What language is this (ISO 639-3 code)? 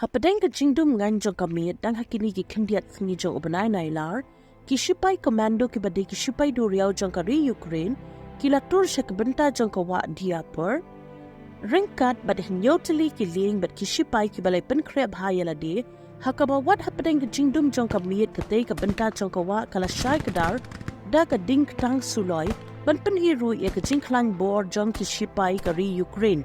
kha